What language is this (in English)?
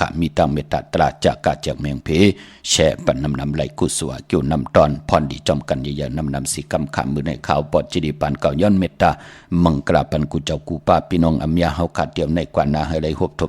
Shan